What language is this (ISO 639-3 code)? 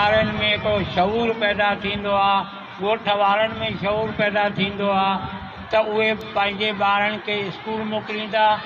snd